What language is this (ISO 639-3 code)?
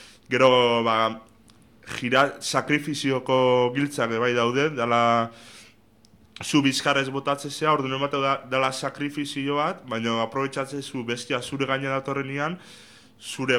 eus